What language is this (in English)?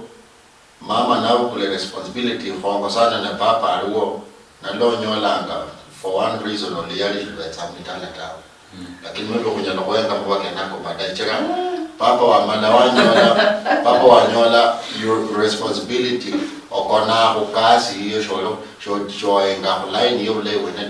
Luyia